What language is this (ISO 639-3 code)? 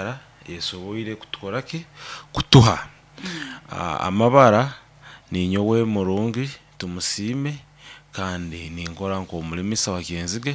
nyo